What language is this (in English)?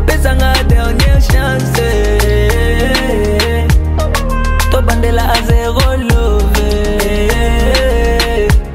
Lingala